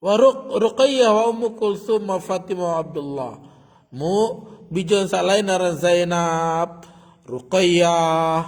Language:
Sasak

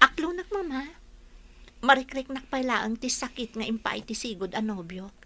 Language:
Iloko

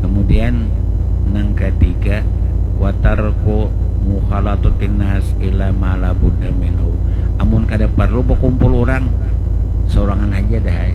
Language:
Banjar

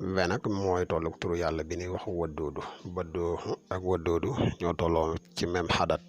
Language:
Wolof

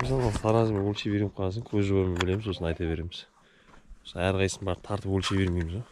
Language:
Kazakh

